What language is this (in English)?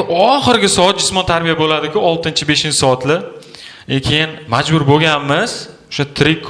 Uzbek